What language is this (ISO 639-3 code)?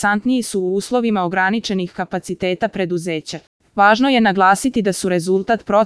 srp